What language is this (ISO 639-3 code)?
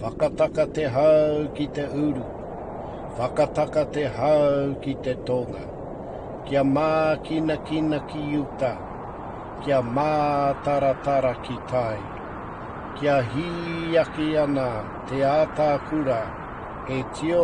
mri